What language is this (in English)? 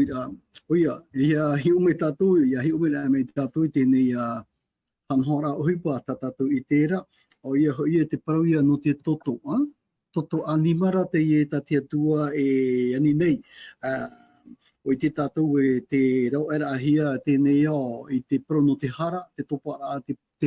Tahitian